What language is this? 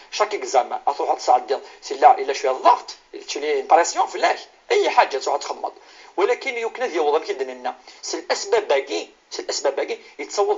Kabyle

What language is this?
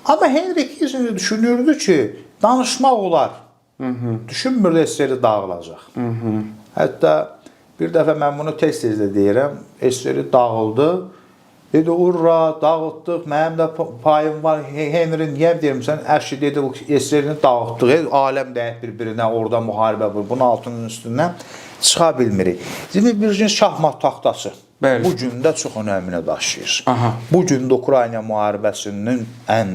Azerbaijani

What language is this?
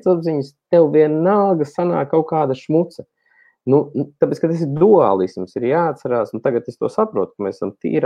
Latvian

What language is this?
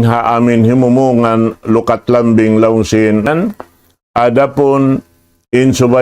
Tausug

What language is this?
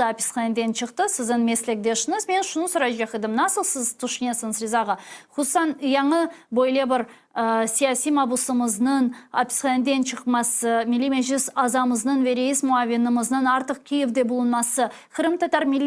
Crimean Tatar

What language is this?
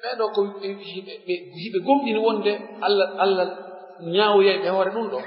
Pular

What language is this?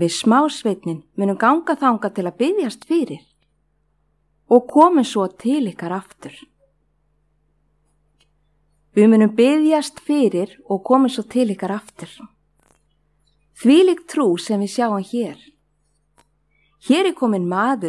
Icelandic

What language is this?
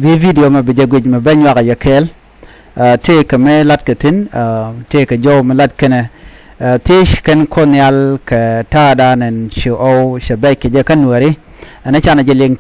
Nuer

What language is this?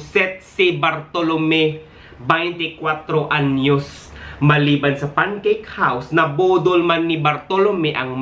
Hiligaynon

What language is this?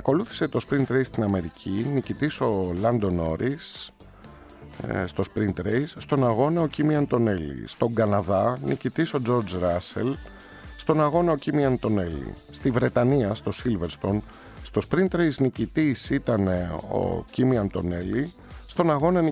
Greek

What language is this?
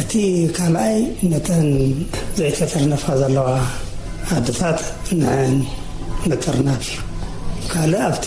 Tigrinya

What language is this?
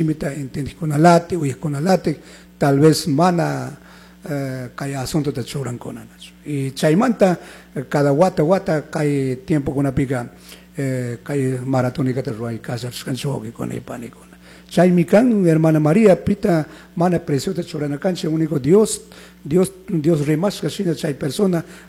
Chimborazo Highland Quichua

